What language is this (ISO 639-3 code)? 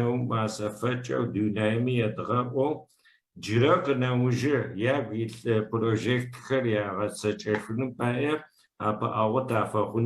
ady